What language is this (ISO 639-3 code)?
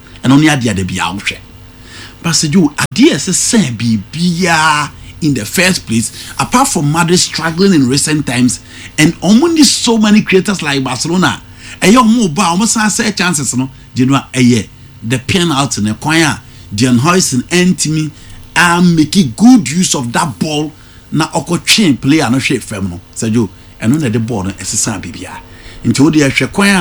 aka